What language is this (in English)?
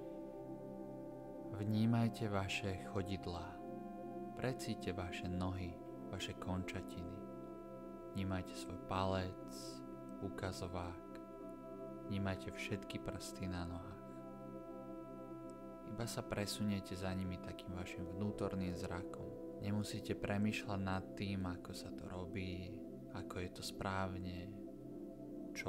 Slovak